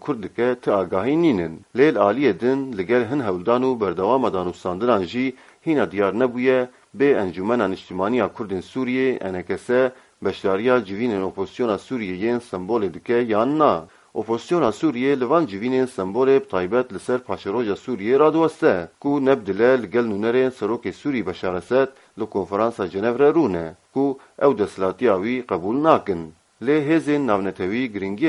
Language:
Kurdish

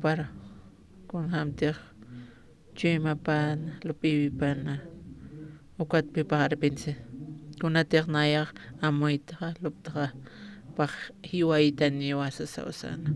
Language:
Aymara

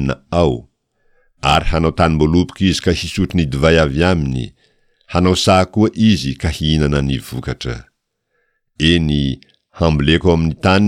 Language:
Malagasy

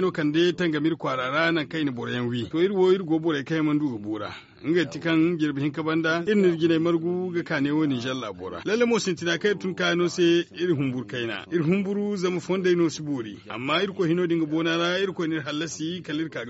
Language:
Zarma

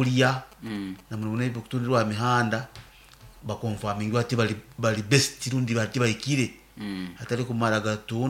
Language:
Nyoro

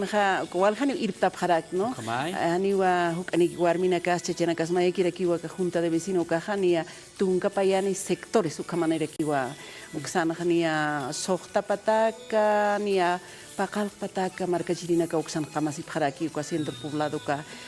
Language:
Aymara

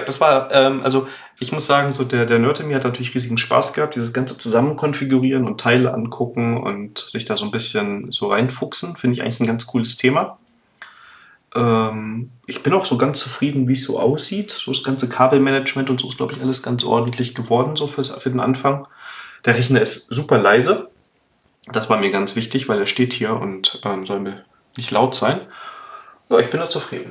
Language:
German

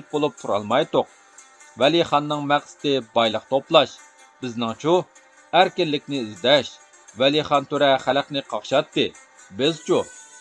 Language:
Uyghur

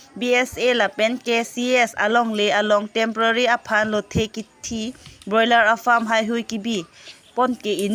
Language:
Karbi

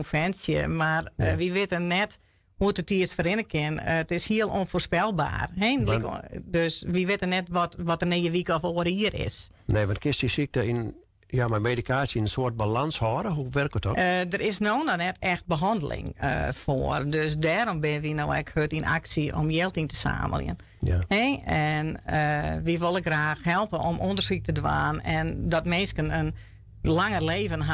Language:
Western Frisian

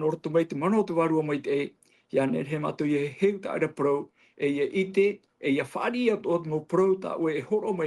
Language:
Tahitian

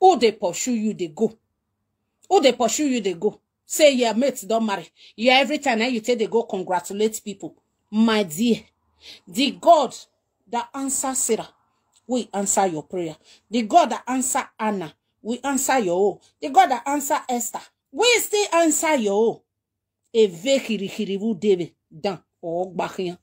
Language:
Nigerian Pidgin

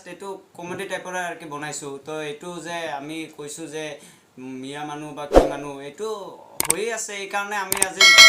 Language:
Assamese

